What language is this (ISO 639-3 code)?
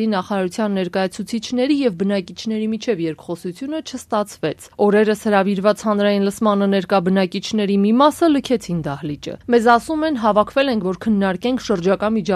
hye